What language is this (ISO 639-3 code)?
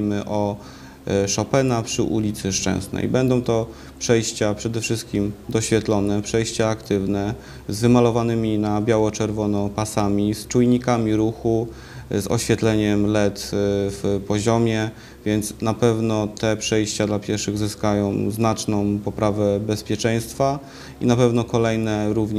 pol